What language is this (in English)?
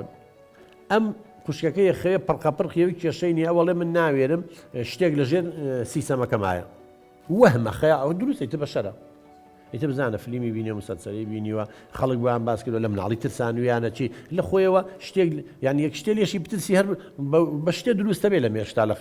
Central Kurdish